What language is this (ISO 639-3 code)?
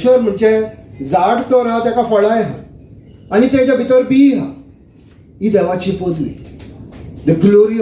kok